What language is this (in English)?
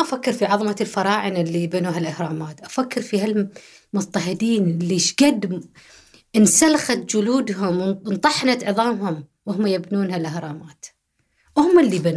Gulf Arabic